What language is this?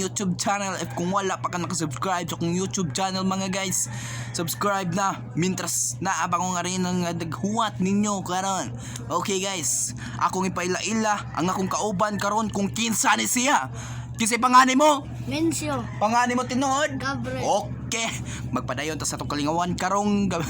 Cebuano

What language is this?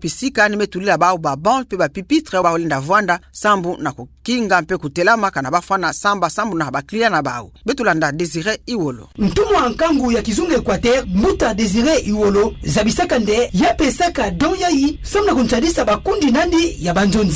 Kituba (Democratic Republic of Congo)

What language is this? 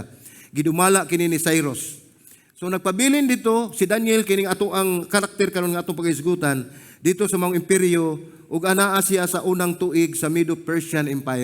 Cebuano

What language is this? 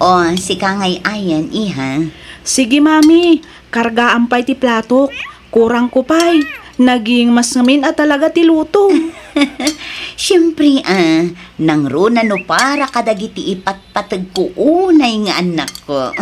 Iloko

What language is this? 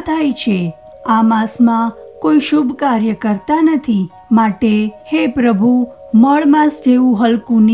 Gujarati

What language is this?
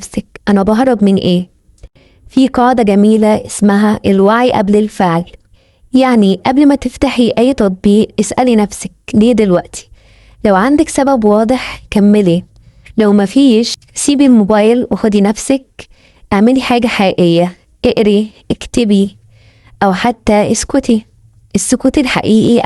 Egyptian Arabic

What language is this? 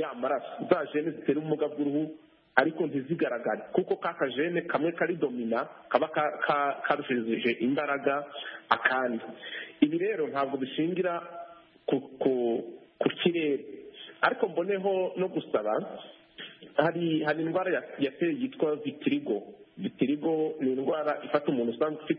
Kinyarwanda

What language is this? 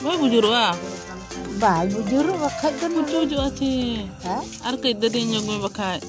Santali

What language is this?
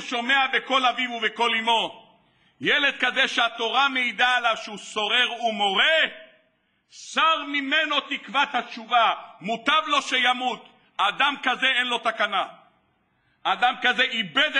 Hebrew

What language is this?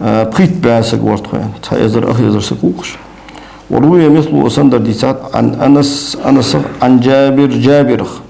Ingush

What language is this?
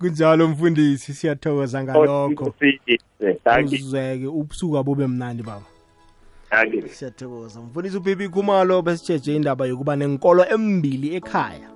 South Ndebele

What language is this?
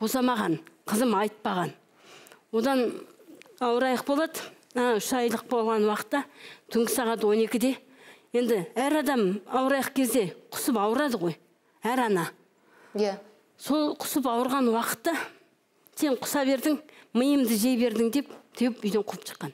Kazakh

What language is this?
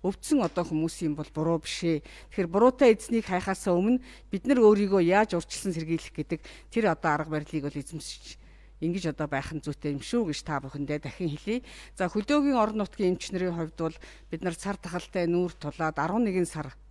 Mongolian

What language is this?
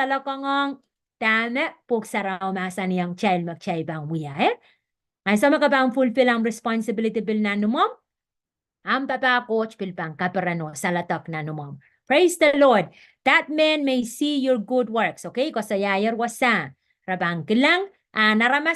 Pohnpeian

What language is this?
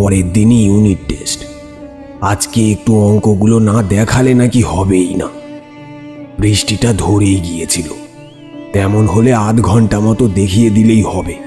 Bangla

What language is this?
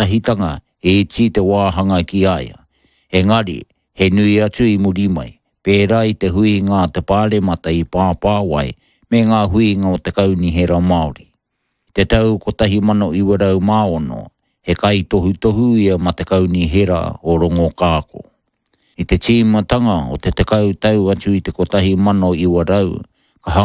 Māori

